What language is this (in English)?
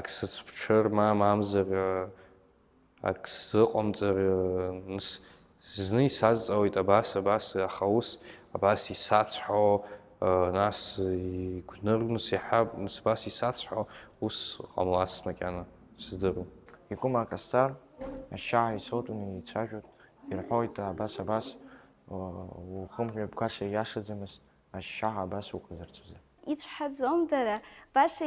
Abkhazian